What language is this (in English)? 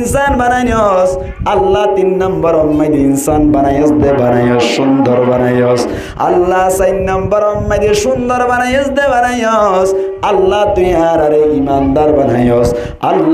Rohingya